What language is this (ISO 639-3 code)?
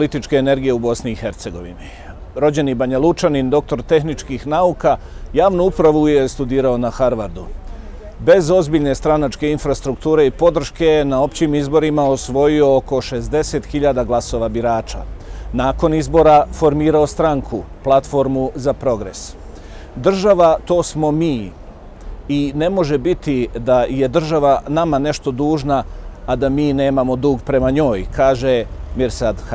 bos